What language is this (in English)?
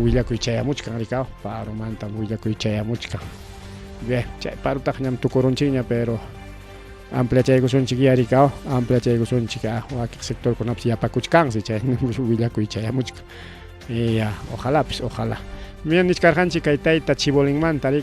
Ayacucho Quechua